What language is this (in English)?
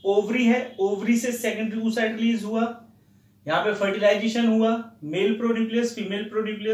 Hindi